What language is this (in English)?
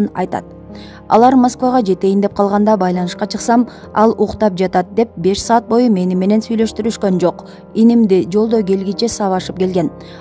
Kyrgyz